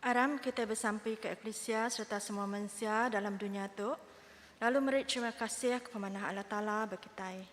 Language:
Iban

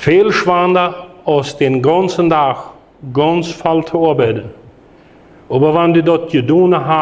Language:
Plautdietsch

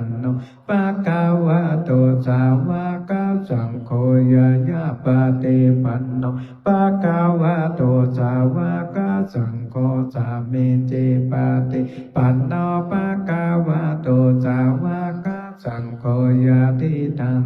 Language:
Pali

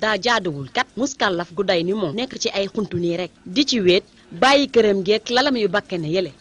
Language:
Wolof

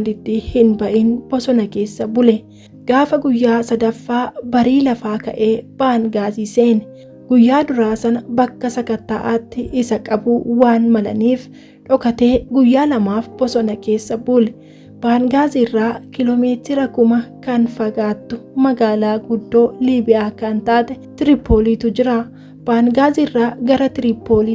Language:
Oromo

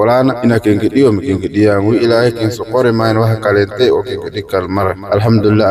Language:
Somali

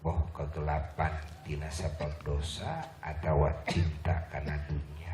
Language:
Sundanese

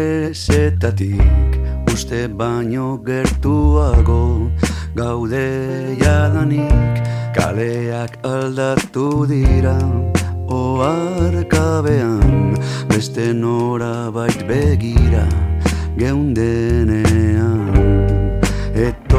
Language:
Basque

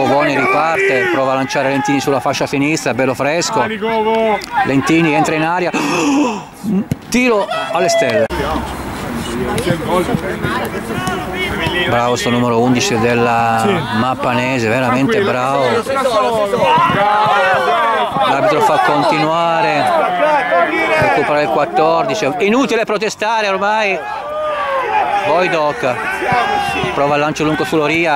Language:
Italian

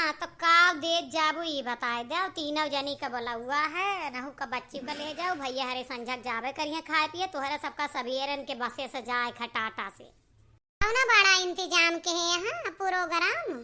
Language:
Awadhi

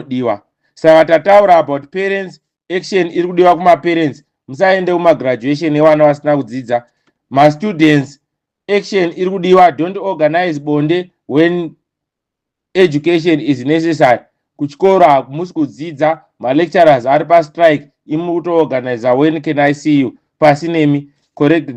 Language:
Shona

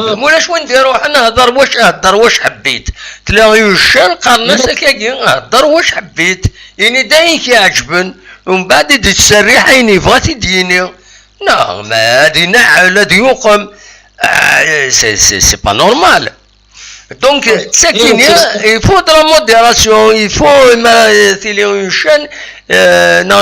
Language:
Kabyle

